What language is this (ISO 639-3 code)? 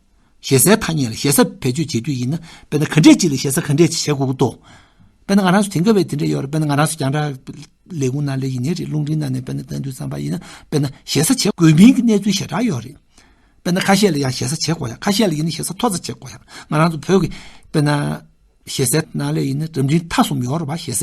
bod